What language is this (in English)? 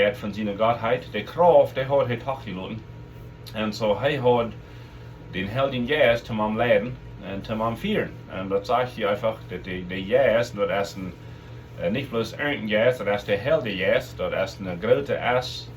Plautdietsch